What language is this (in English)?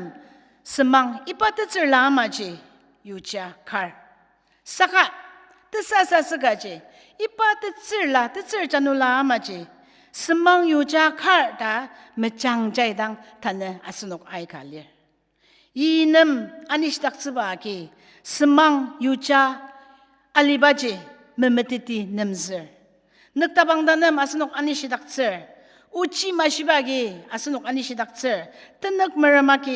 Ao Naga